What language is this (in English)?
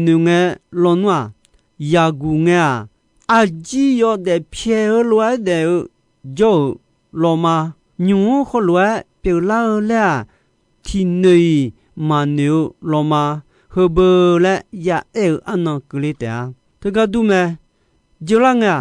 Akha